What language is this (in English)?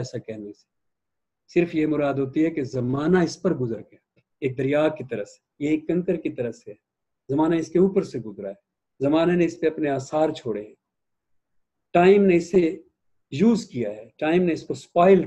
Urdu